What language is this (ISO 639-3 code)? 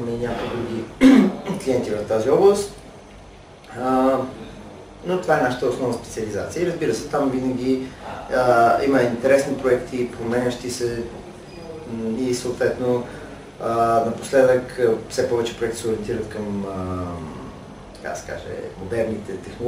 bul